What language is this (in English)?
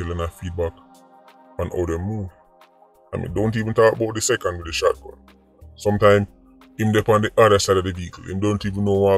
Jamaican Creole English